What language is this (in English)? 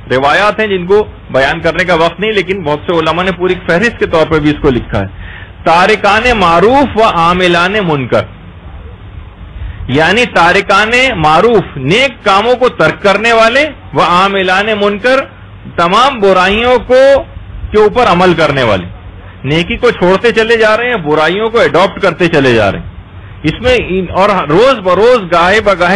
Urdu